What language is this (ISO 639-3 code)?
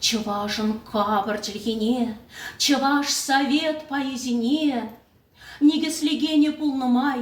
chv